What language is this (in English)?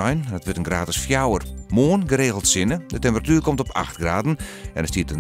Western Frisian